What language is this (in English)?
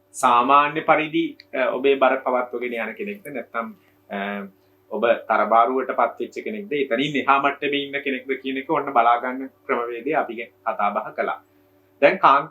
Sinhala